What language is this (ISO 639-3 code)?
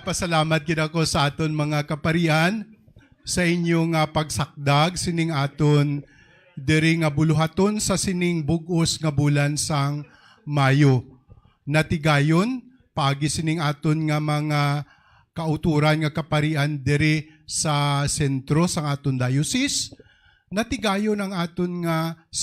hil